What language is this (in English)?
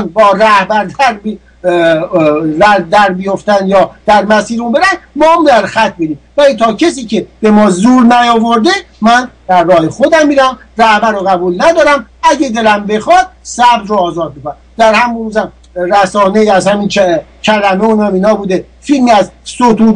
Persian